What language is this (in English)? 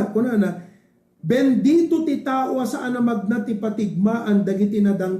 Iloko